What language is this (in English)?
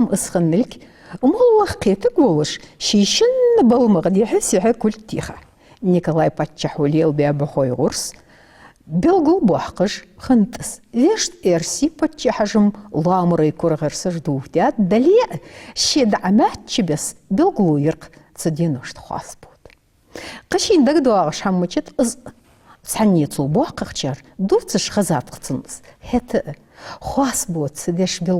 Ingush